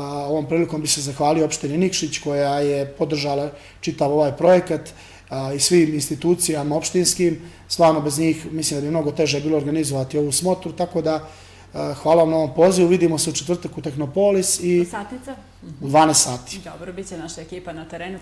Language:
Bosnian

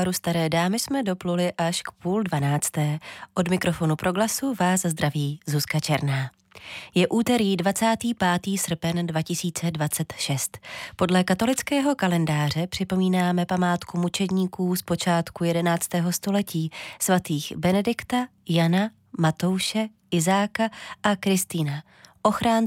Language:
Czech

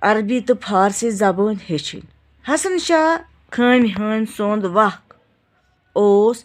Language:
Kashmiri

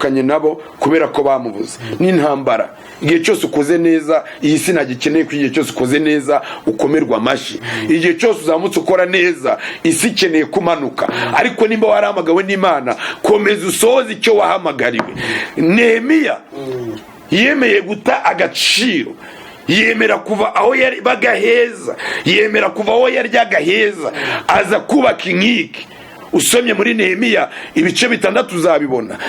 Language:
Kinyarwanda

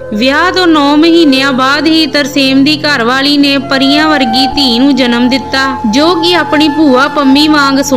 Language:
Punjabi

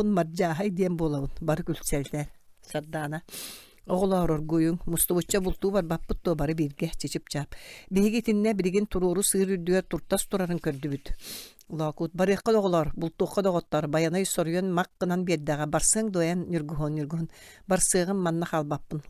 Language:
Yakut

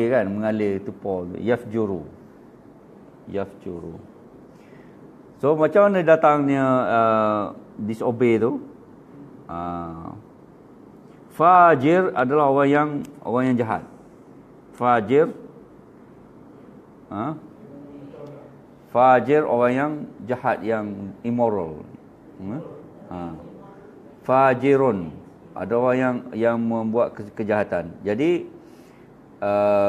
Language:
Malay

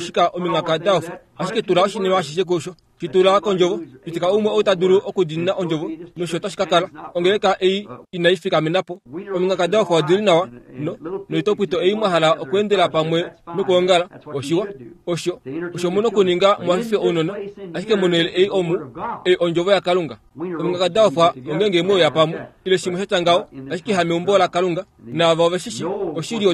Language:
Kuanyama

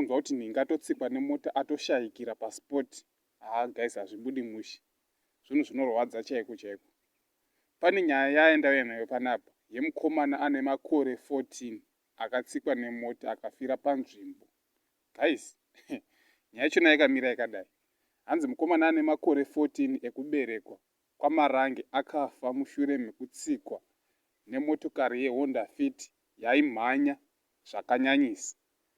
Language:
Shona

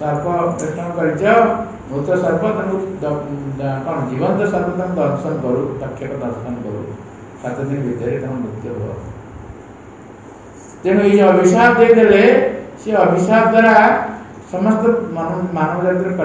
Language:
Odia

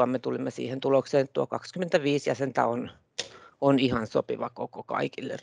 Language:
Finnish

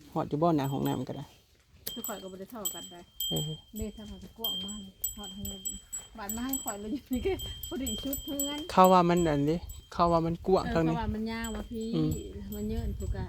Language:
Northeastern Thai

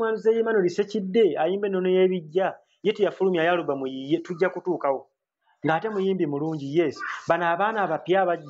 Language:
Ganda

